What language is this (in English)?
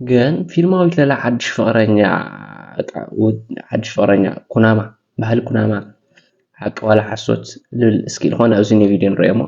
Tigrinya